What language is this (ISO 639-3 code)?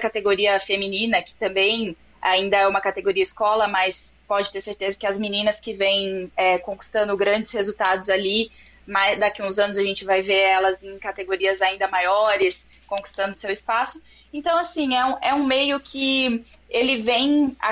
por